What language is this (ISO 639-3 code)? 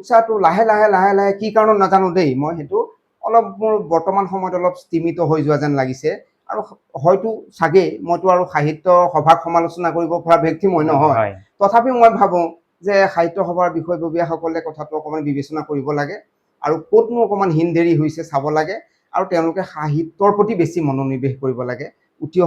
asm